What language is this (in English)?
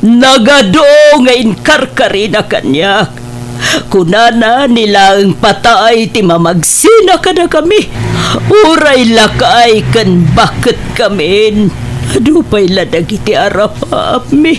Iloko